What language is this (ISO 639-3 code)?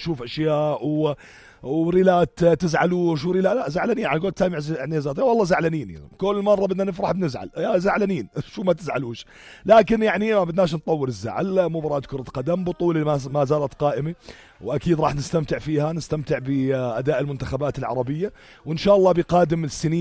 apc